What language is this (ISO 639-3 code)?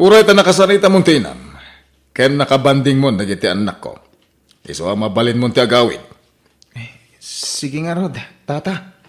ilo